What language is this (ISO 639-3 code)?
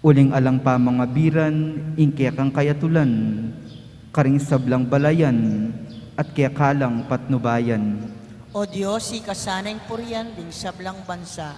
pam